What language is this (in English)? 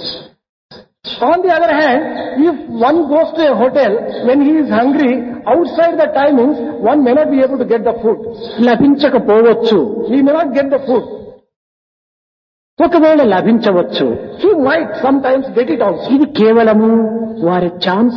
Telugu